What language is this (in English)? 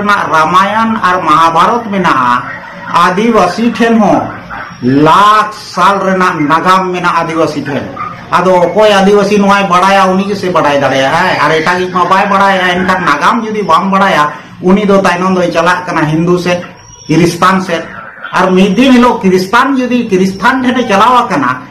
Santali